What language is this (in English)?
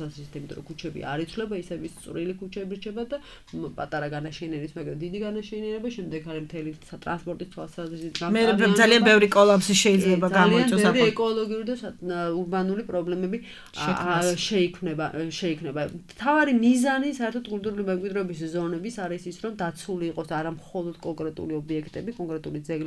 Georgian